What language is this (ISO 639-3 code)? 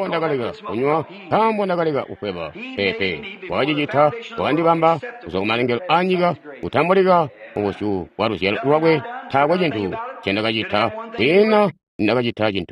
toi